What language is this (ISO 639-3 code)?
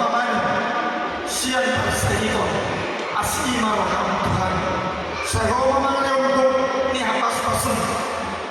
bbc